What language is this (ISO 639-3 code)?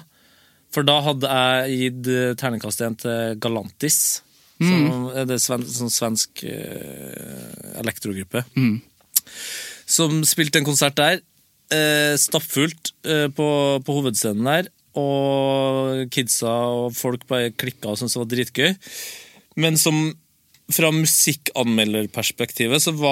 nor